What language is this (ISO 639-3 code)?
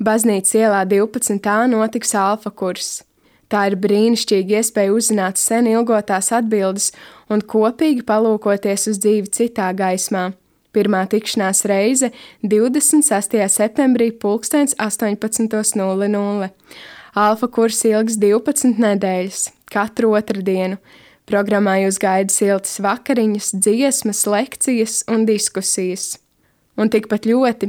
lav